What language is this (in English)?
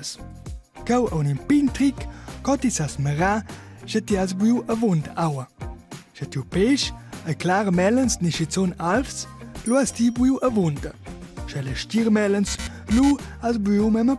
Romansh